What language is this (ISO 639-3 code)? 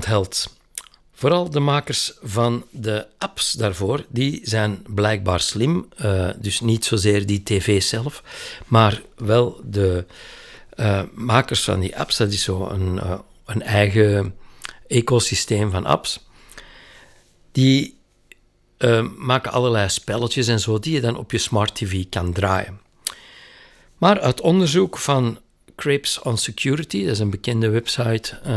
nld